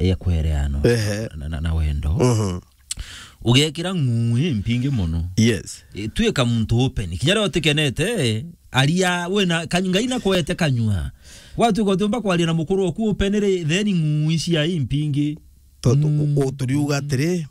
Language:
Meru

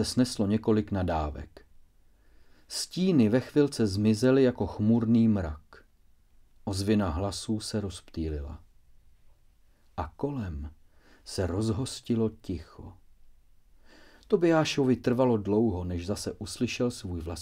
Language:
Czech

